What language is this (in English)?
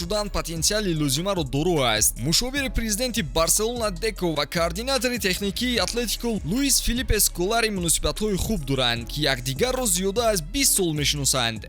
Tajik